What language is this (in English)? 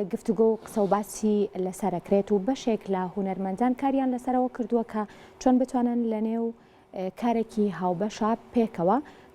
Central Kurdish